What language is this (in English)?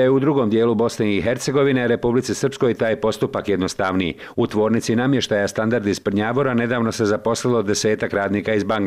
Bosnian